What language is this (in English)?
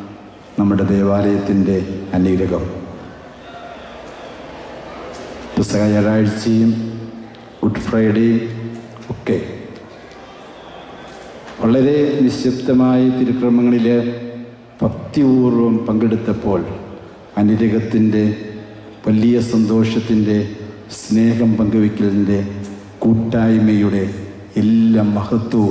Malayalam